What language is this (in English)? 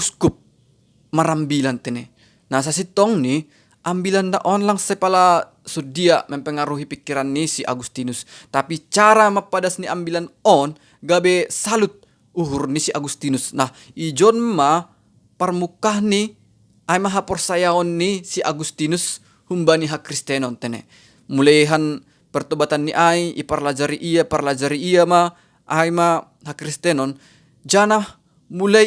Batak Simalungun